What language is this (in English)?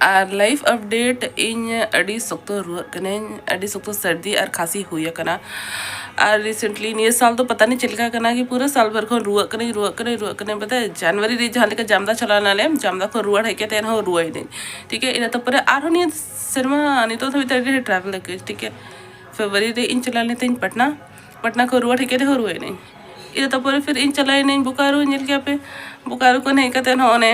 Santali